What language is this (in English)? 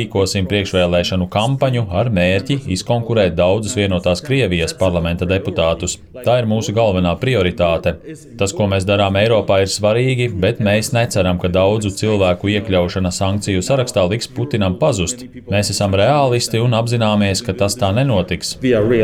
Latvian